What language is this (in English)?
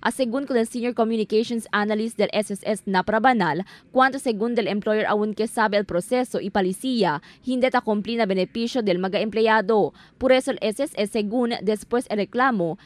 Chavacano